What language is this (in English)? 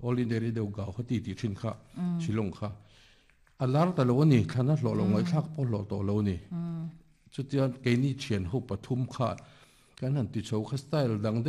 Mizo